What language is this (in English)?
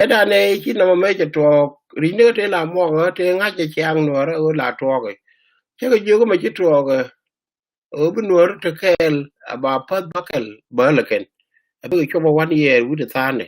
Nuer